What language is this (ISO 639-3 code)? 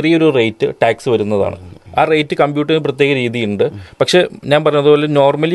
mal